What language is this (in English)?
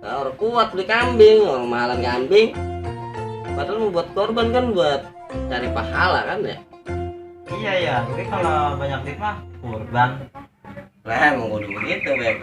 Betawi